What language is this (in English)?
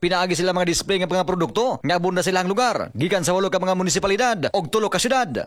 Cebuano